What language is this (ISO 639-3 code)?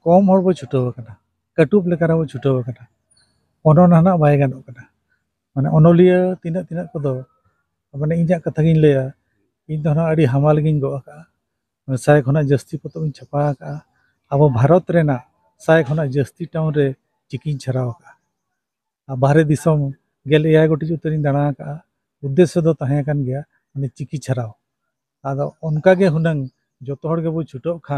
sat